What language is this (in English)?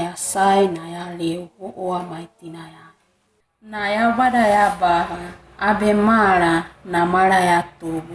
Wagawaga